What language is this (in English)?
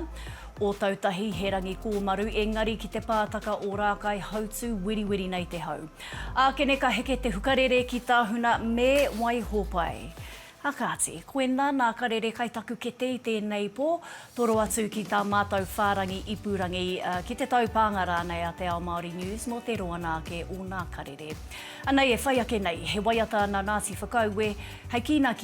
Māori